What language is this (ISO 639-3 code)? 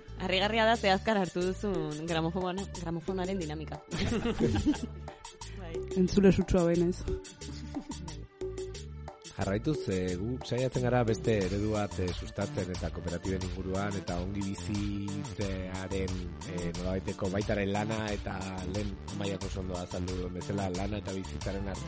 eus